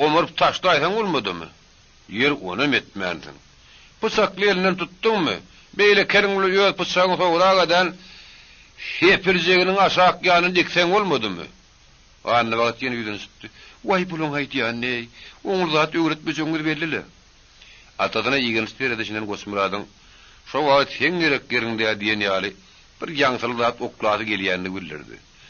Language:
Turkmen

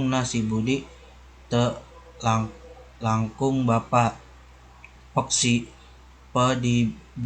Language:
Sundanese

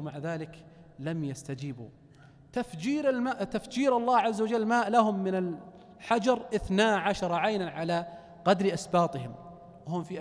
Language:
Arabic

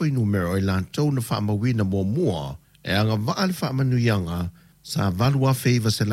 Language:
Samoan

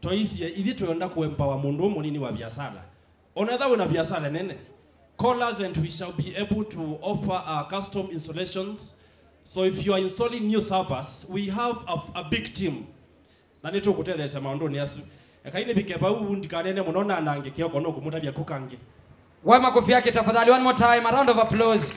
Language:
Kamba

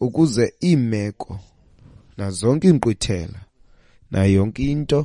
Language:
Xhosa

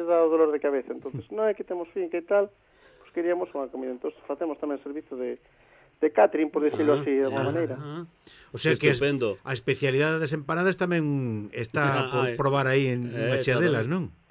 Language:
Galician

